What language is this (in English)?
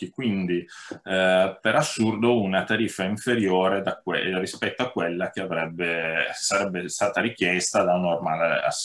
Italian